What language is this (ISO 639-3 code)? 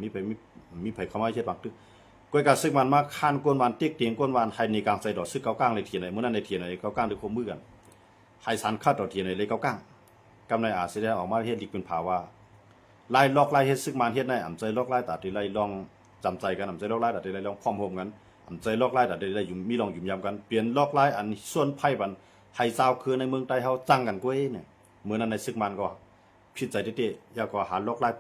shn